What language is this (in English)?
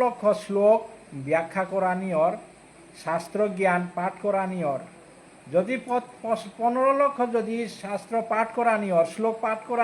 Bishnupriya